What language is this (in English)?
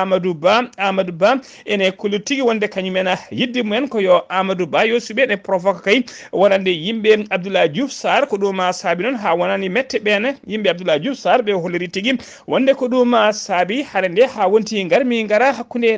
Fula